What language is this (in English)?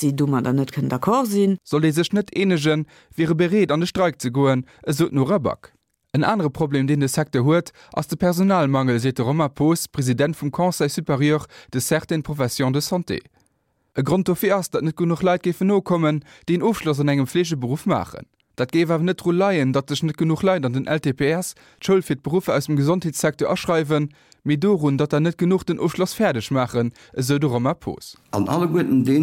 Luxembourgish